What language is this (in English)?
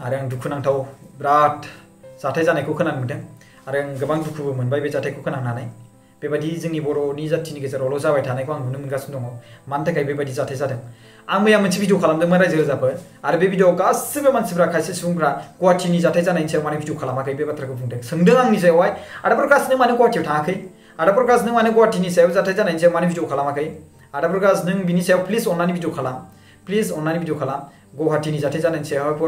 Bodo